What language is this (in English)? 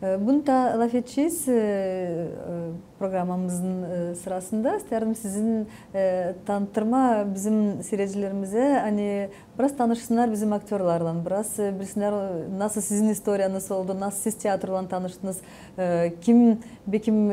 Gagauz